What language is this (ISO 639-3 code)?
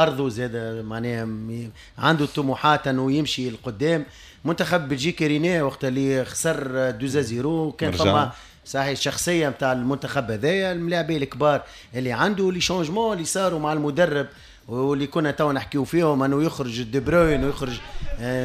aeb